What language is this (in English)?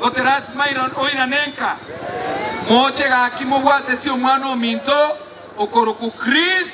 Gusii